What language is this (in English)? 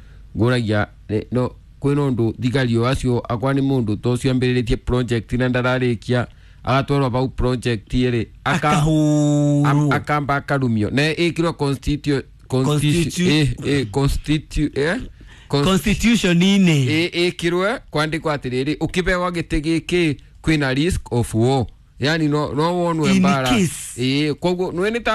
Kikuyu